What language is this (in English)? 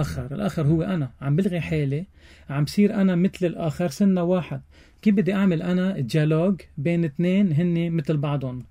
North Levantine Arabic